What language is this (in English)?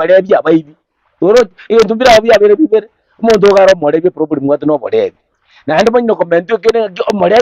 Gusii